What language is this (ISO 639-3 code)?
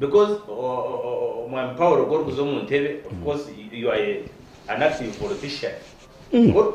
nyn